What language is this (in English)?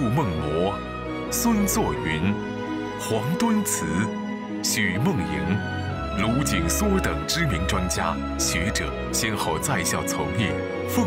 Chinese